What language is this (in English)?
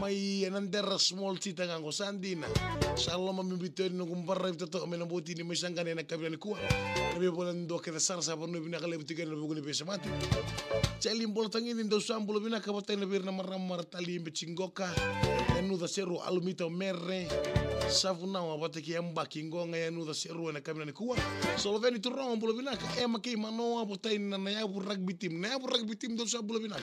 Fijian